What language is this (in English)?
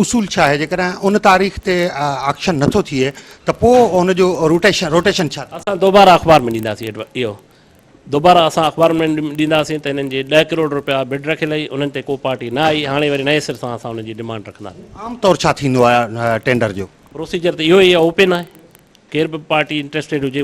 Sindhi